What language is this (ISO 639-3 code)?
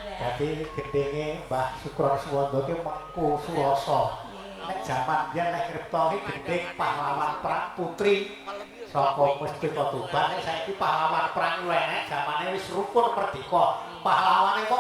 jav